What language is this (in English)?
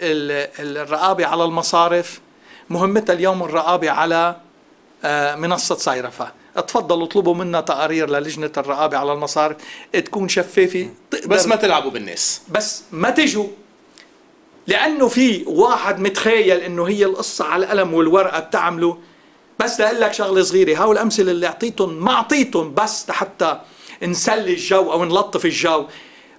North Levantine Arabic